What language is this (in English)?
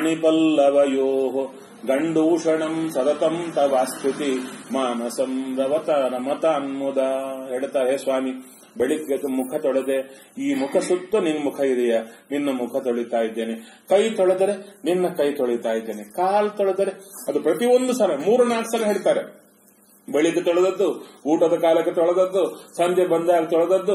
Kannada